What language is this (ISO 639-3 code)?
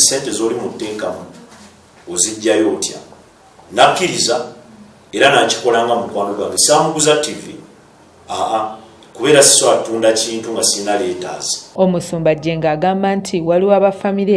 lug